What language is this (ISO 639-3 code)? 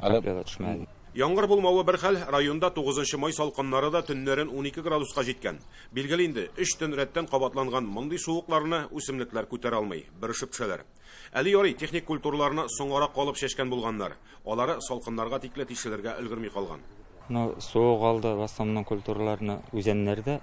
tat